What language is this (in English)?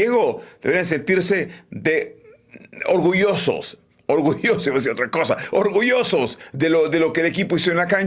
Spanish